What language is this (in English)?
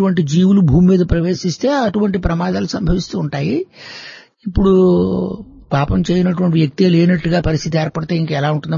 Telugu